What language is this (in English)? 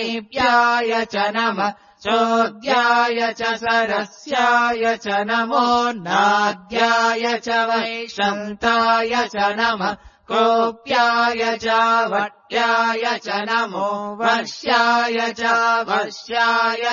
Sanskrit